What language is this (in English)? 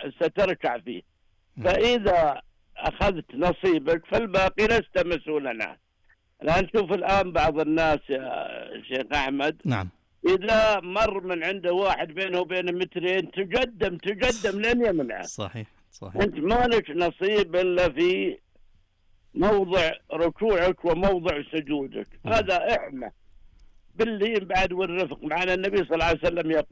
Najdi Arabic